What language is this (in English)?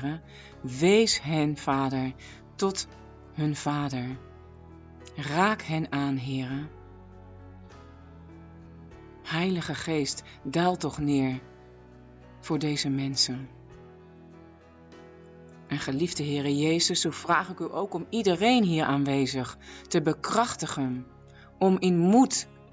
Dutch